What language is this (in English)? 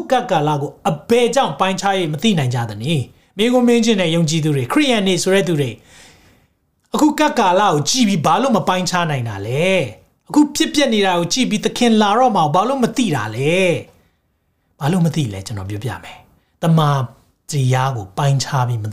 Burmese